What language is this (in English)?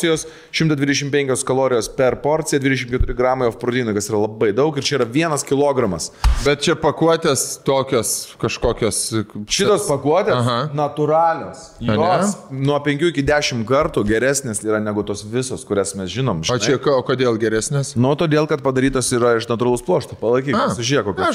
Lithuanian